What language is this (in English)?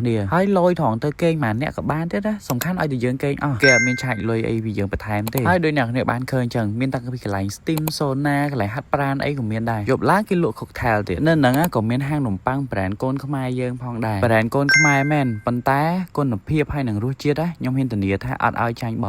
Khmer